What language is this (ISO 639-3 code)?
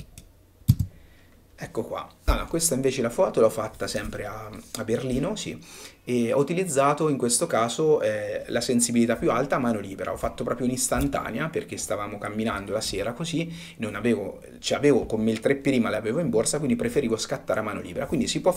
ita